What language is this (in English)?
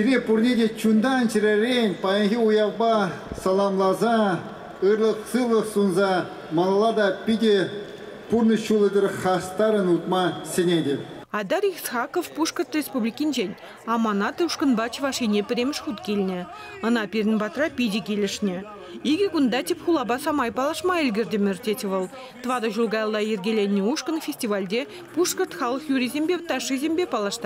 Chuvash